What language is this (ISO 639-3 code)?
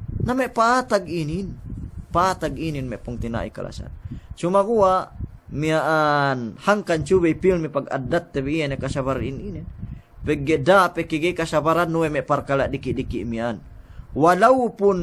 yka